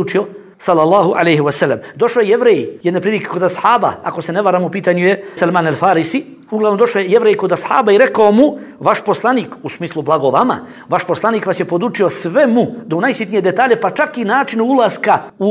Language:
Bosnian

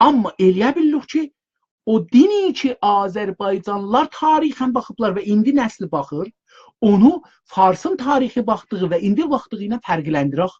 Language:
South Azerbaijani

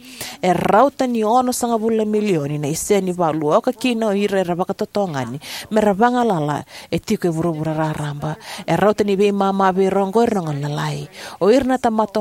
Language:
Fijian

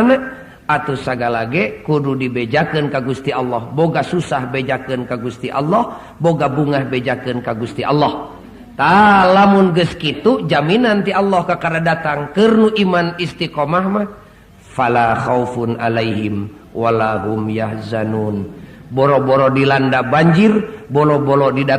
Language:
Sundanese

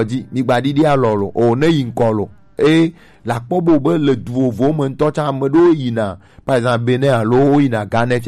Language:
Gen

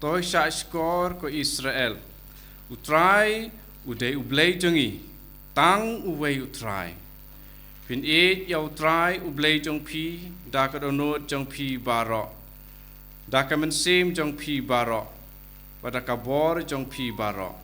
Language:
Khasi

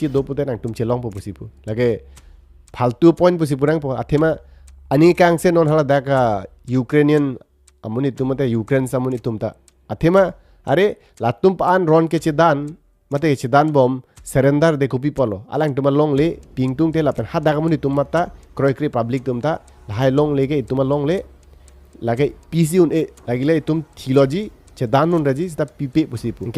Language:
Karbi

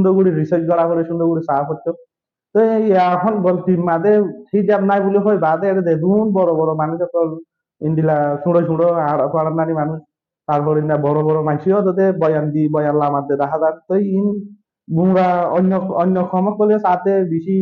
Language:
Rohingya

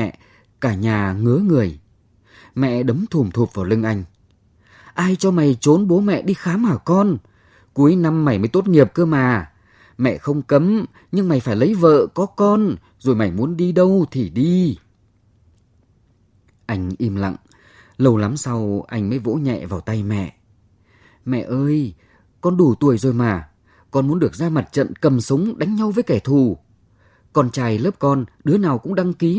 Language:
Vietnamese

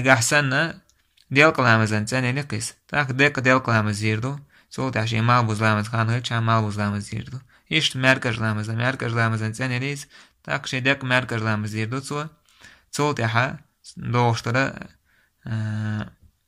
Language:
Chechen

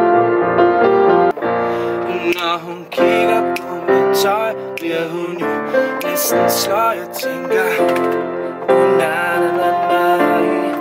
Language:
Danish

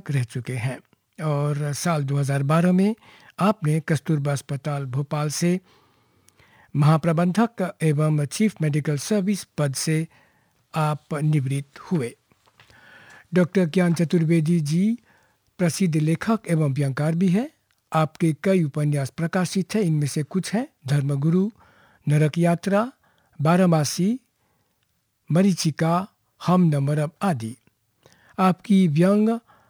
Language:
Hindi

